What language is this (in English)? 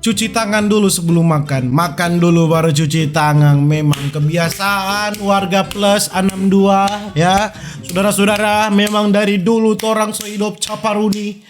Manado Malay